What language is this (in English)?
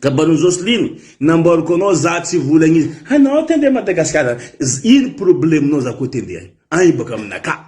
Malagasy